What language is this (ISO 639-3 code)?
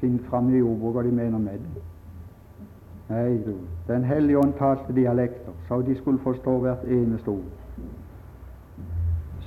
nor